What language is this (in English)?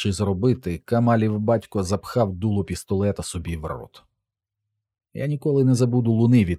Ukrainian